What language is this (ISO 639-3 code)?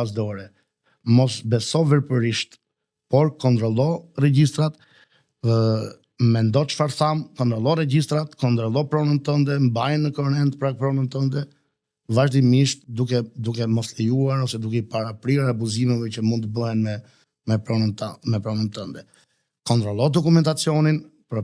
sqi